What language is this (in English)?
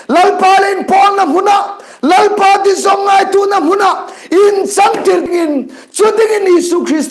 Hmar